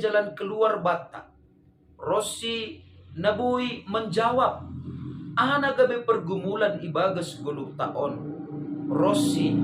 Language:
Batak Simalungun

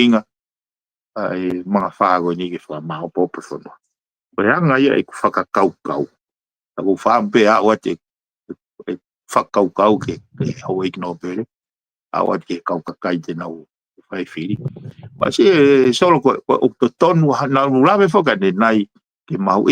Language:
Tongan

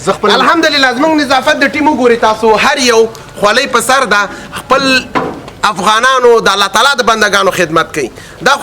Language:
Pashto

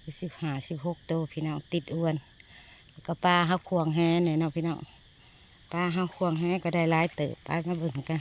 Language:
Northeastern Thai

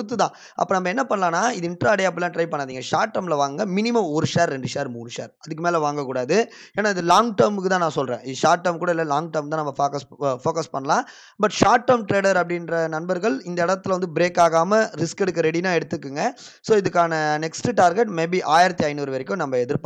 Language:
Tamil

